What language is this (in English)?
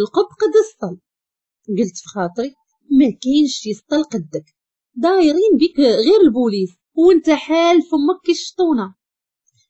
Moroccan Arabic